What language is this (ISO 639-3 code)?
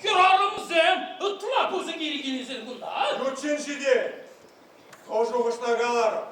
chv